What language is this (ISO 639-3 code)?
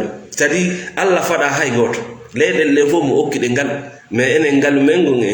ful